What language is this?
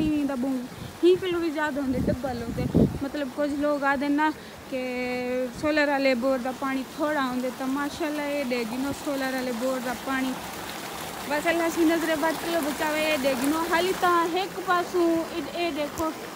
Saraiki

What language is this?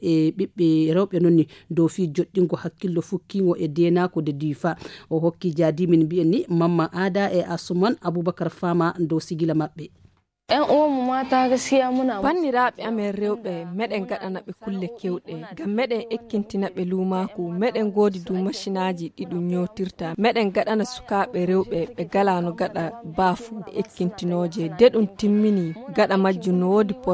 Nigerian Fulfulde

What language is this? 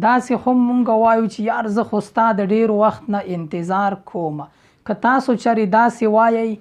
Pashto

